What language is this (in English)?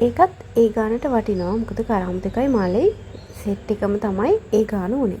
Sinhala